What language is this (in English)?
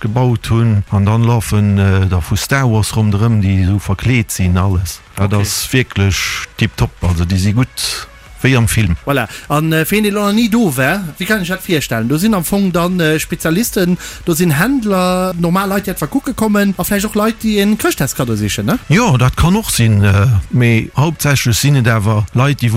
Luxembourgish